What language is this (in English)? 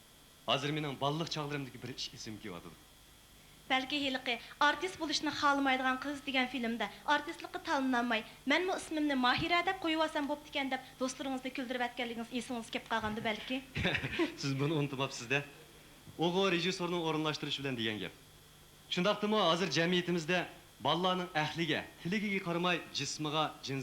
Uyghur